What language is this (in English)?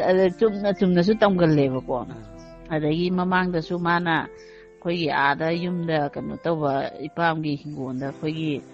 Manipuri